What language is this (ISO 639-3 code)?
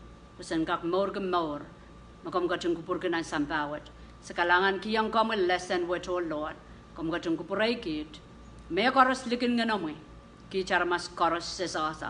pon